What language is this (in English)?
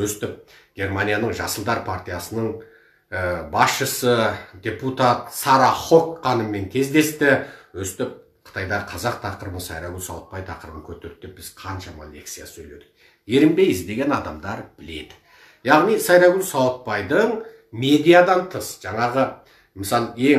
Kazakh